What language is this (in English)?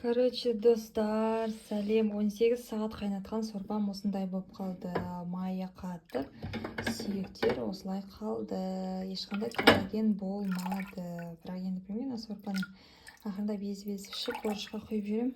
Kazakh